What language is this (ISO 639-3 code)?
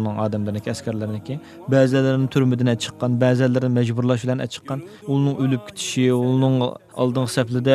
uig